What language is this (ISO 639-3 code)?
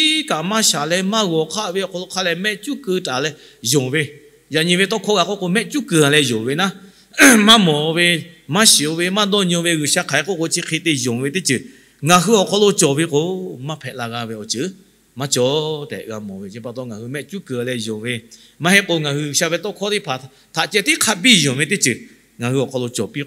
lhu